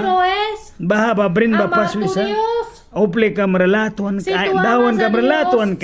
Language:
Mískito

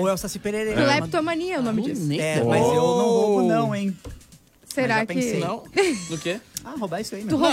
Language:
Portuguese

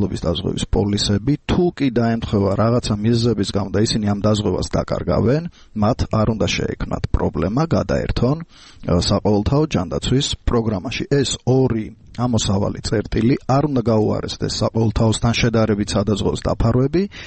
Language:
Georgian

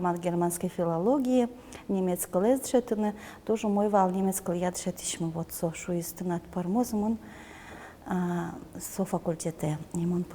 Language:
Udmurt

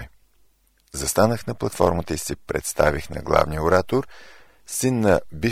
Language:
Bulgarian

